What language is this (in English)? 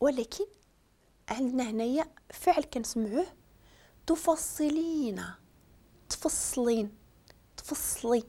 Moroccan Arabic